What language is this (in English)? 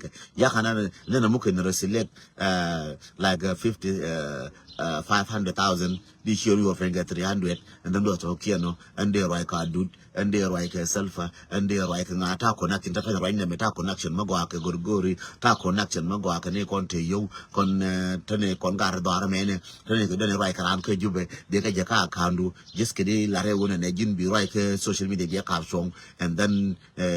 Nuer